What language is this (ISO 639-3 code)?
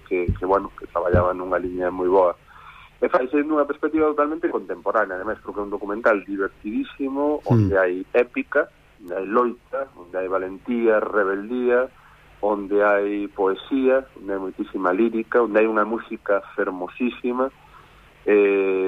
glg